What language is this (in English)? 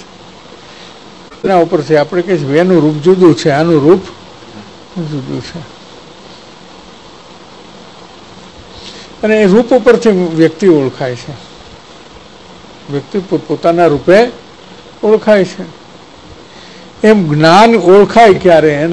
Gujarati